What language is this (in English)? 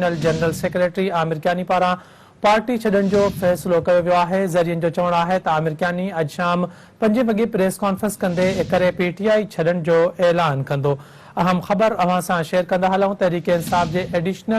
Sindhi